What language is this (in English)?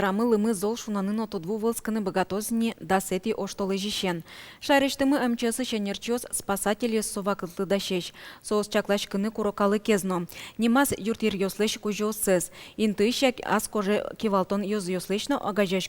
Udmurt